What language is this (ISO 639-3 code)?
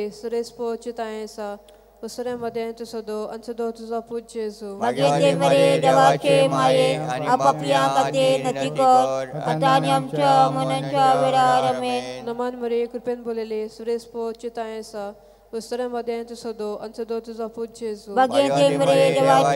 kok